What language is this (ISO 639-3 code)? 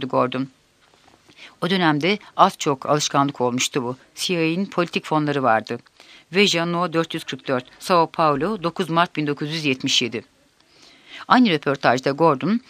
tur